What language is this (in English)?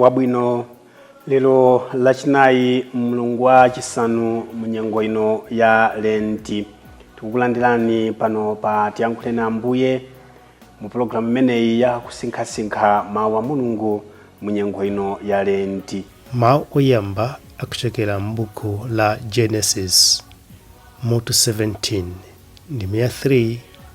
Nyanja